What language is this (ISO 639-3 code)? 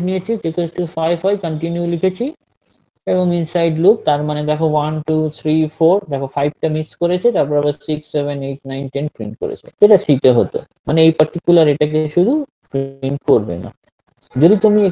ben